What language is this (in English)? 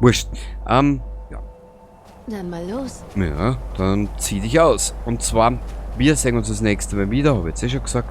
Bavarian